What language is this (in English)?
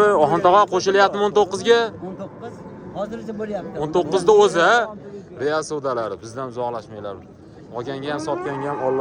Uzbek